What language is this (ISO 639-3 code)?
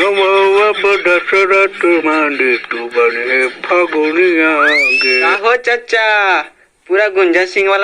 mag